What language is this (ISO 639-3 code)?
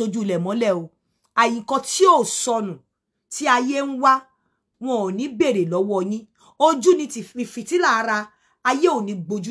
yor